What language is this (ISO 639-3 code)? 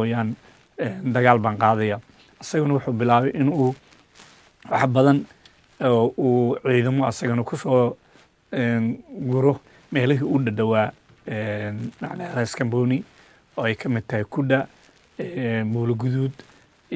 som